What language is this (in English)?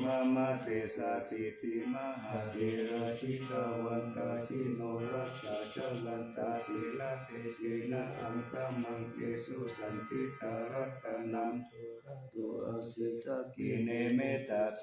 Pali